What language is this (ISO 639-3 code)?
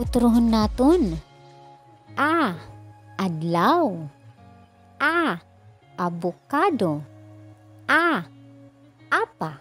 war